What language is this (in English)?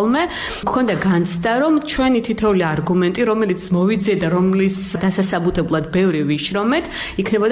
Georgian